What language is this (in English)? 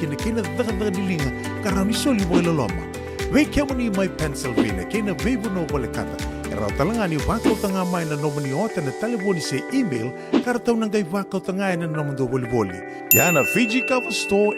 Fijian